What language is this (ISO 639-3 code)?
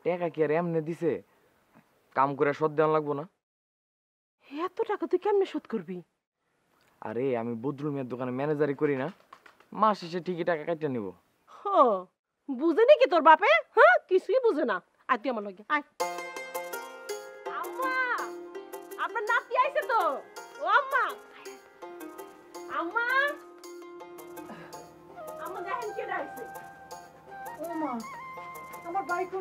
ben